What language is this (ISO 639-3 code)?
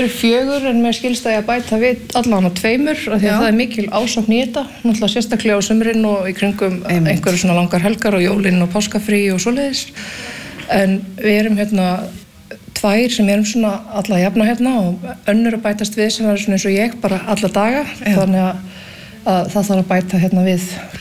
isl